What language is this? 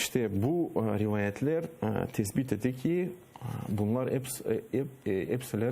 Crimean Tatar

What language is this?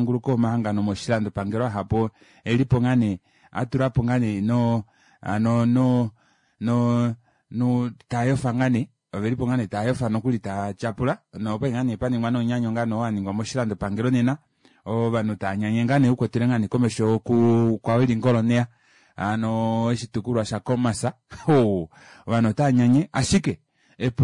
Kuanyama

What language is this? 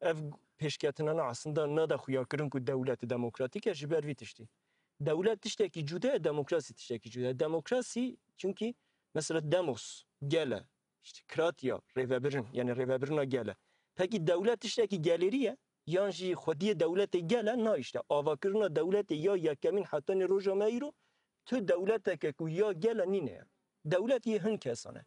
Kurdish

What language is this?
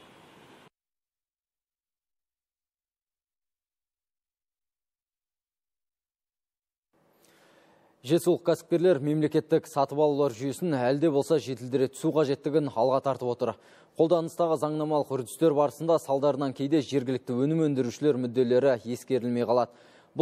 Kazakh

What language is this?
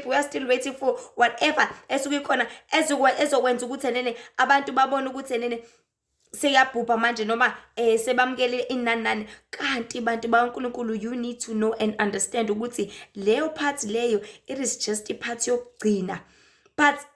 Zulu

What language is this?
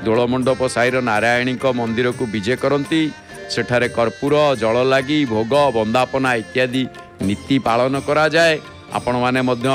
Odia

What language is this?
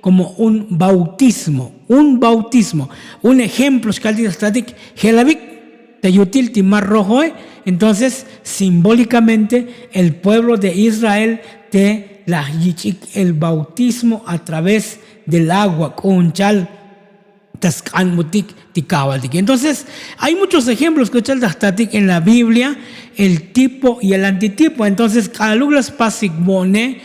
Tzotzil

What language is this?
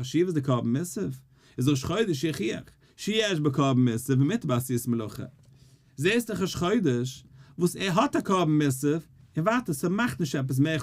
Yiddish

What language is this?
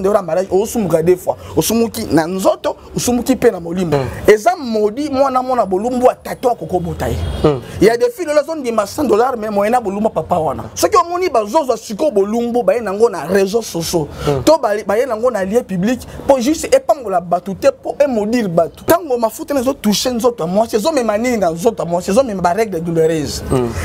Lingala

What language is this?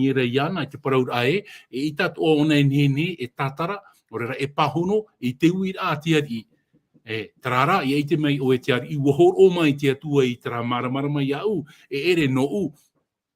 Tahitian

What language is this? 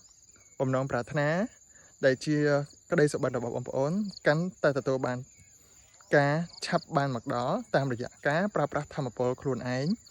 Khmer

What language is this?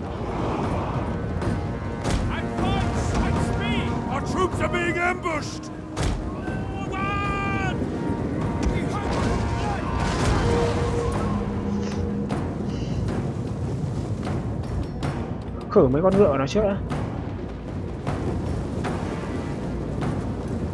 Vietnamese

